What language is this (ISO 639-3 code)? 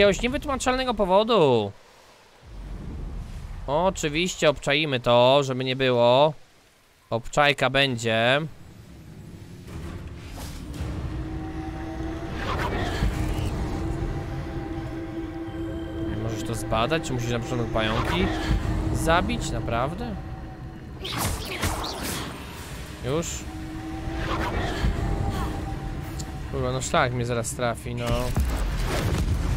pol